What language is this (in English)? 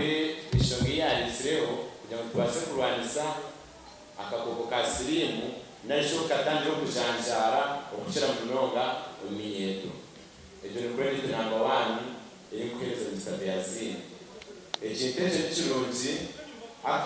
Nyankole